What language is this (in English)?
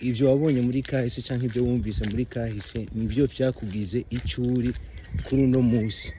Rundi